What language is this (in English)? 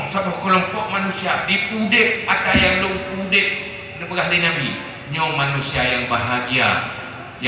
Achinese